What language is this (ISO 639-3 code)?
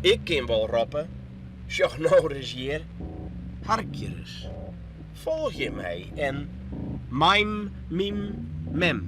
fry